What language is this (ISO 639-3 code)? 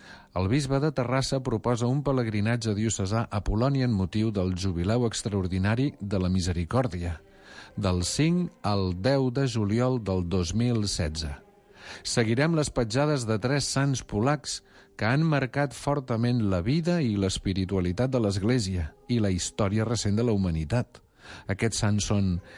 cat